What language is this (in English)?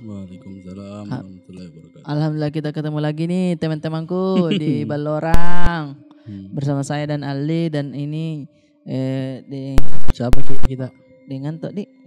Makassar Malay